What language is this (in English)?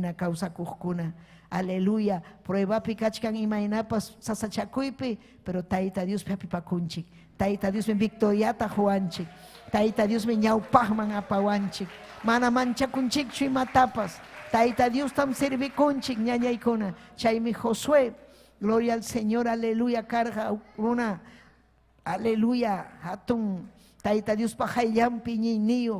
Ayacucho Quechua